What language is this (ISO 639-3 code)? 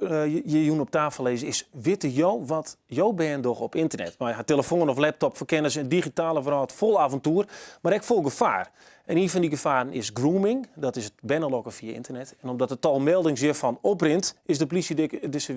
fry